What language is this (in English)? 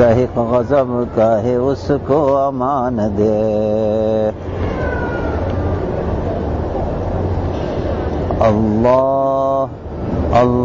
Urdu